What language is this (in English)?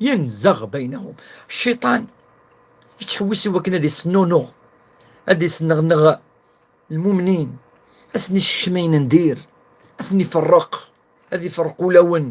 Kabyle